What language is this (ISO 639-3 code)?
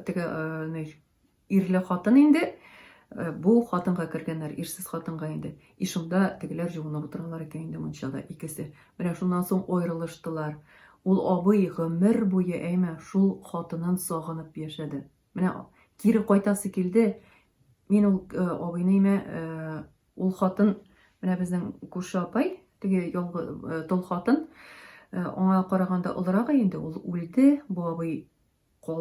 tat